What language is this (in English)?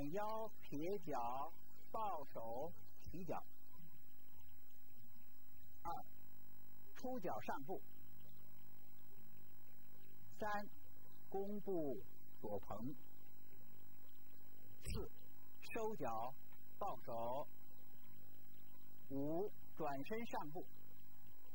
Chinese